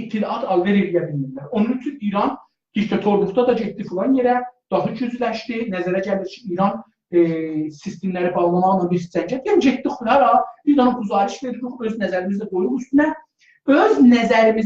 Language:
South Azerbaijani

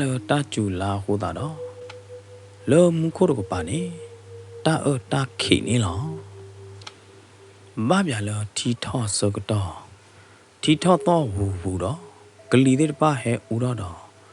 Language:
S'gaw Karen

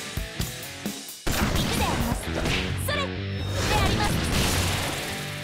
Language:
Japanese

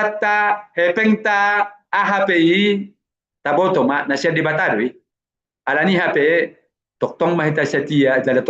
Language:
Batak Toba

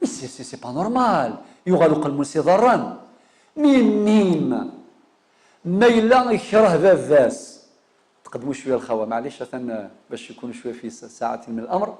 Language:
Kabyle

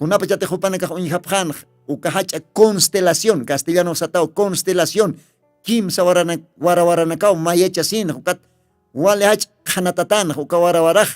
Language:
Aymara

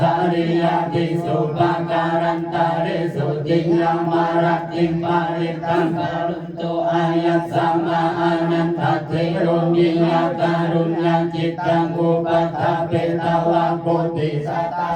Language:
Pali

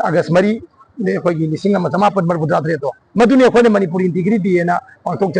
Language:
Manipuri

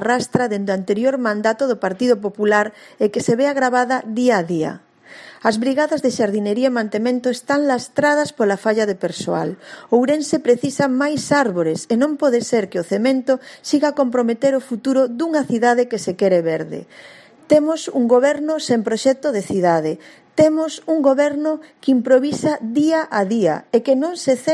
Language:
Galician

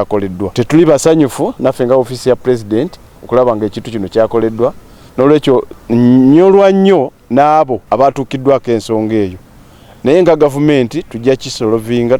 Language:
Ganda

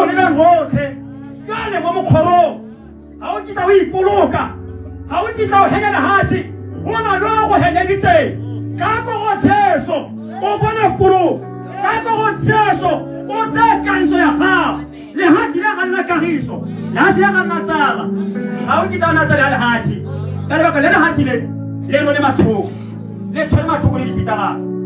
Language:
Tswana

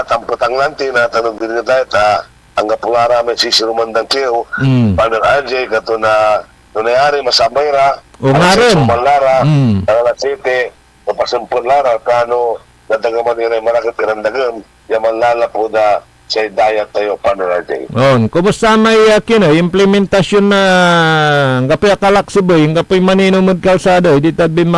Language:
Pangasinan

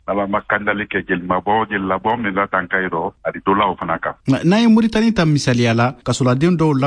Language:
Bambara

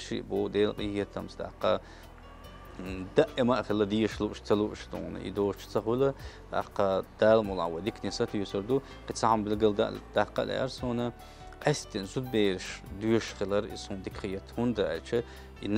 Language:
Chechen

